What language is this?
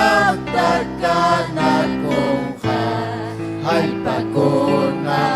Ayacucho Quechua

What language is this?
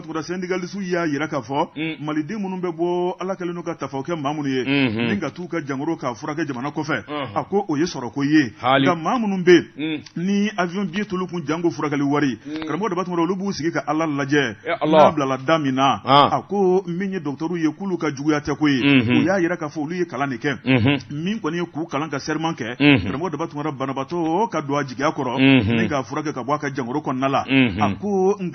Bambara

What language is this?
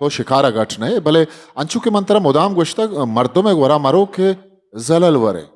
Eastern Balochi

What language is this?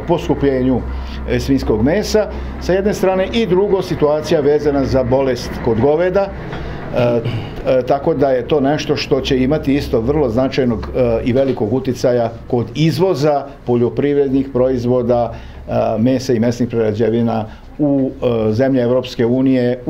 Serbian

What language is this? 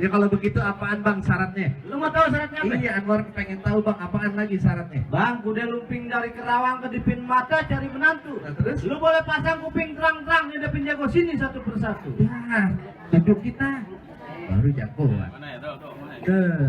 Betawi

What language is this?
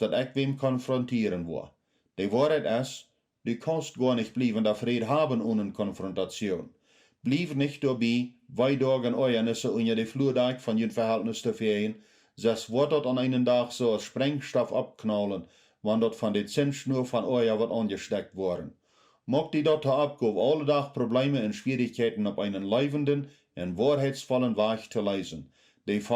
Plautdietsch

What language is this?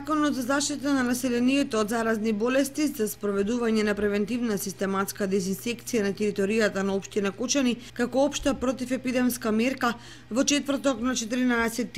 Macedonian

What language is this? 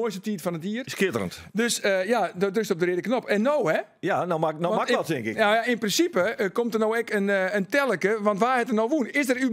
Western Frisian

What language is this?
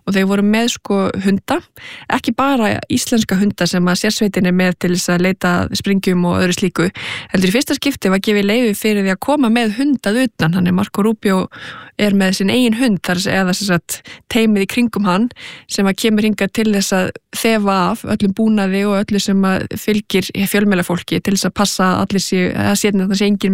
Icelandic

